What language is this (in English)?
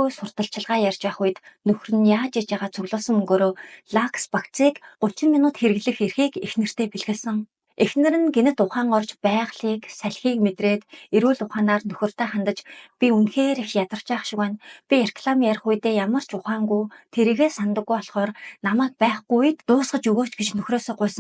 Mongolian